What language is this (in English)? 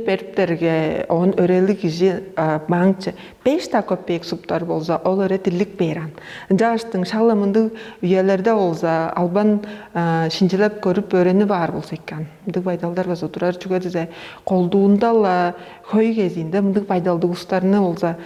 Tuvinian